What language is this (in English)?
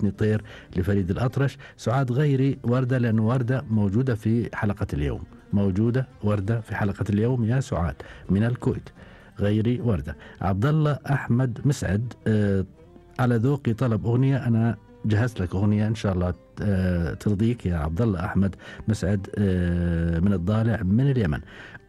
Gulf Arabic